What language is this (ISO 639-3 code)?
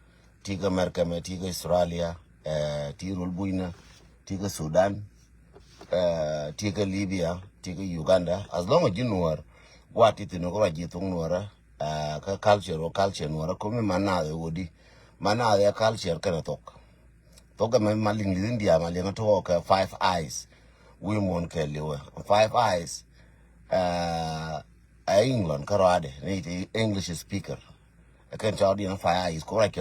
nus